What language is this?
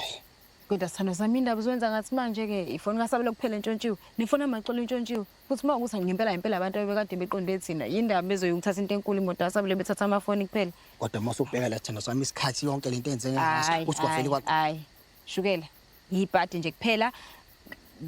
Zulu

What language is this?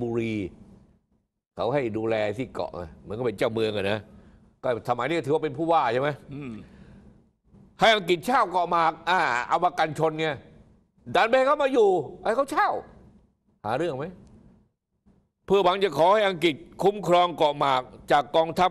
Thai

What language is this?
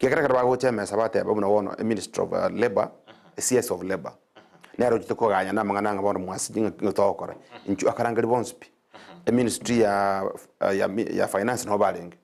Gusii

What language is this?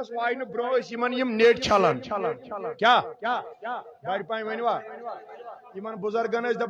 Kashmiri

